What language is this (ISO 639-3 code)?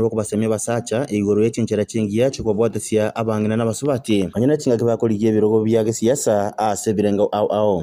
guz